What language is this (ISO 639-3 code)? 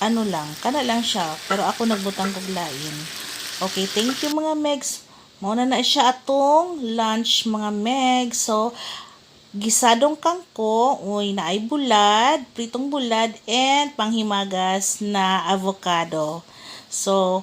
ceb